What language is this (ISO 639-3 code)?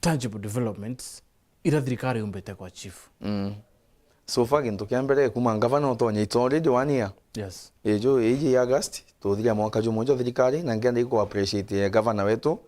mer